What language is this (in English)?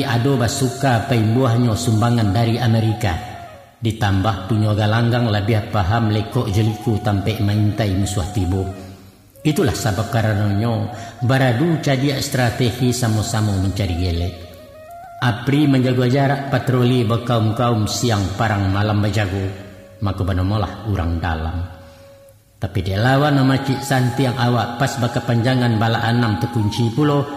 Minangkabau